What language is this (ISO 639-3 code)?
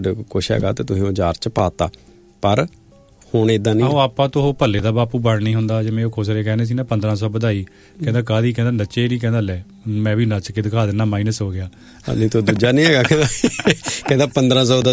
pan